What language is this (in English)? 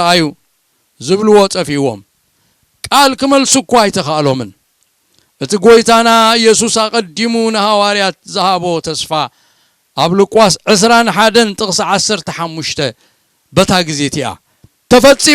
Tigrinya